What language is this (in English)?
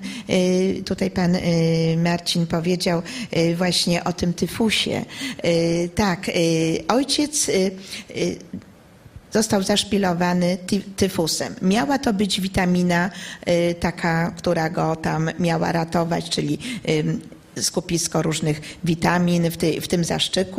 Polish